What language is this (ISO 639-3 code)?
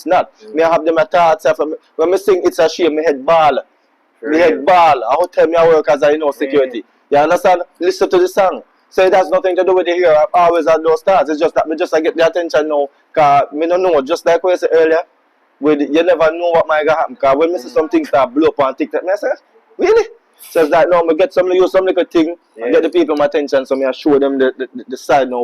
jam